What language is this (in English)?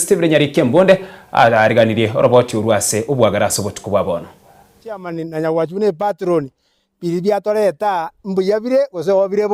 Gusii